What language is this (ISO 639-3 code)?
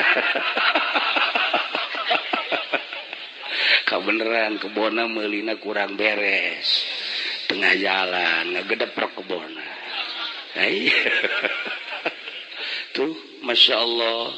sun